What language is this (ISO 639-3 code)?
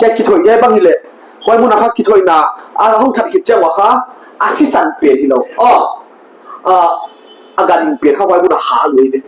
pck